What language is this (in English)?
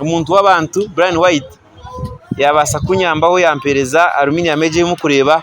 Nyankole